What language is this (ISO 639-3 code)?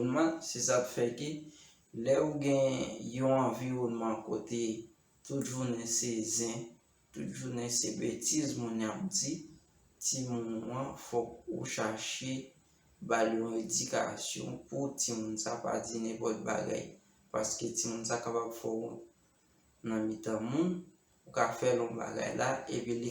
hat